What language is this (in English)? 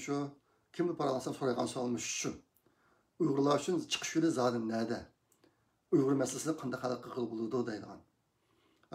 Uyghur